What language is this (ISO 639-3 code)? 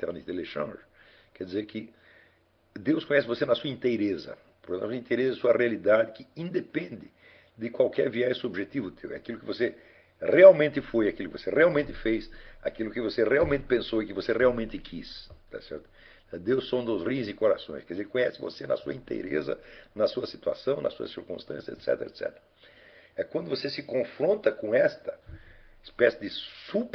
por